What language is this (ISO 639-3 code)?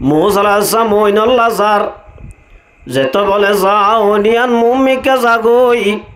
rhg